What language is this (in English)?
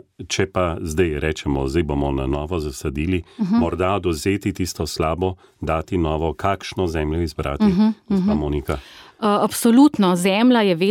Slovenian